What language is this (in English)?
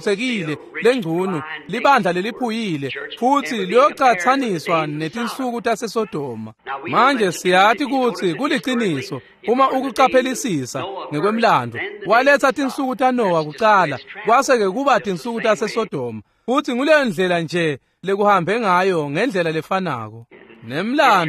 Swati